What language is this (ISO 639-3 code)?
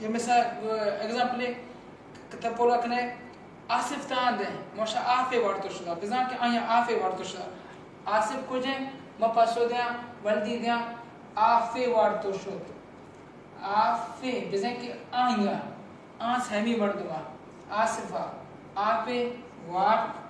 bal